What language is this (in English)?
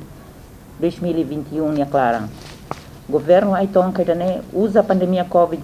Tetum